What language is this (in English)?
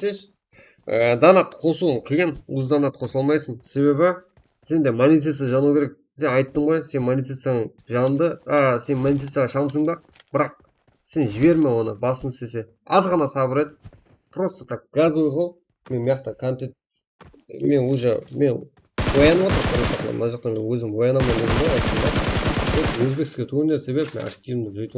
Kara-Kalpak